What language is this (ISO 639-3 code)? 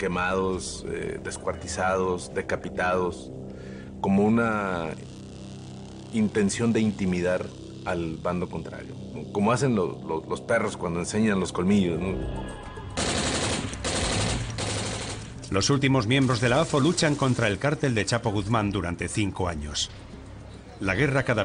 spa